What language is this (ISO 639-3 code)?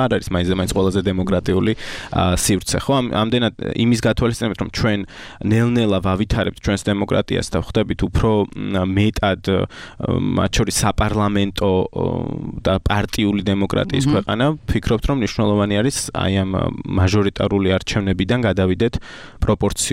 kat